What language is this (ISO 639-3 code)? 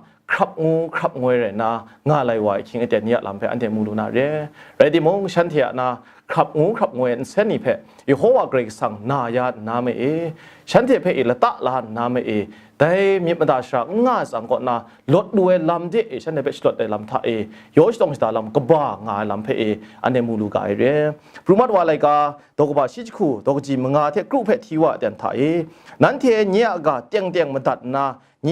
kac